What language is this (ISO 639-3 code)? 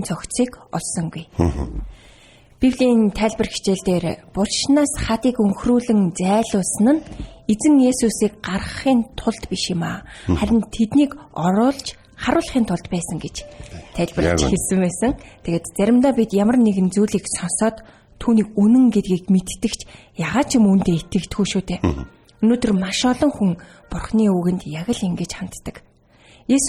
mon